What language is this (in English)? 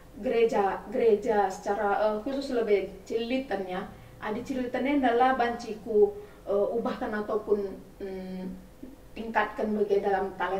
Batak Karo